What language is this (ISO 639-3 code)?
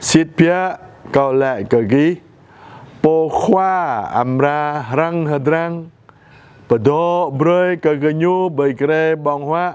jra